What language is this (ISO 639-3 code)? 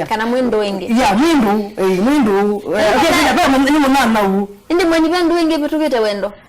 kam